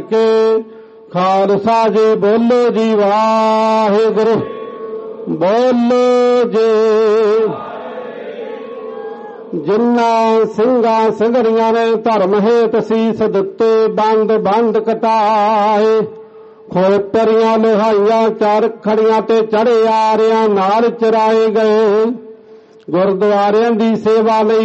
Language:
Punjabi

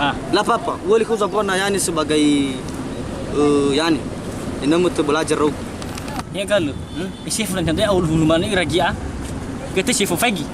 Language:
Nias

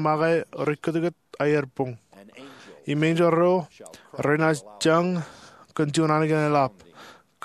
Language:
Marshallese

